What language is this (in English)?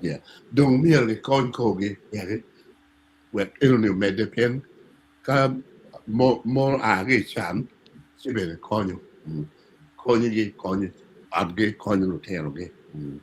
Acoli